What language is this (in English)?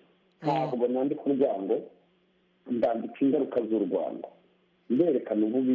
Kinyarwanda